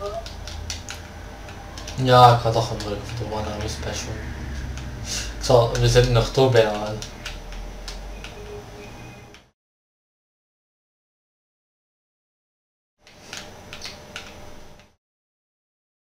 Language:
Dutch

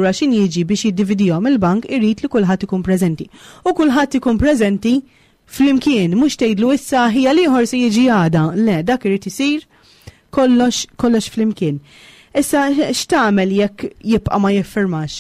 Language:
Maltese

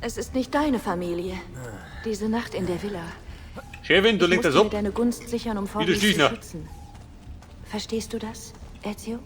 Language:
Bavarian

